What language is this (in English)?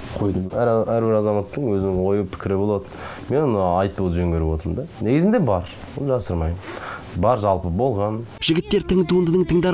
Kazakh